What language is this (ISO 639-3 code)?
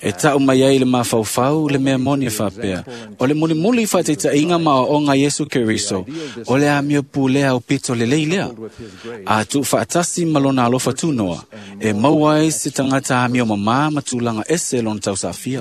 smo